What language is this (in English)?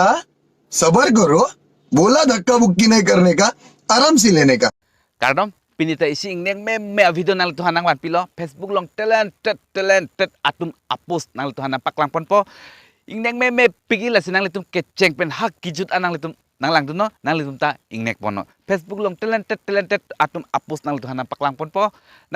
Karbi